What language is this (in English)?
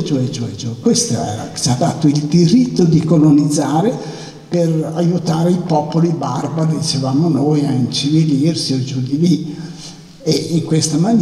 Italian